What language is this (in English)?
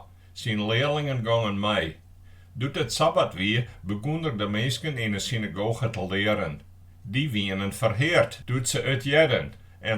Western Frisian